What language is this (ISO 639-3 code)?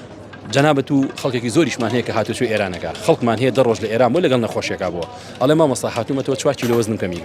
ckb